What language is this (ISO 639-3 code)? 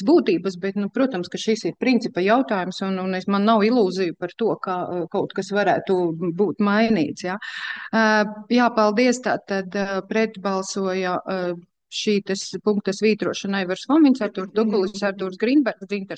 lav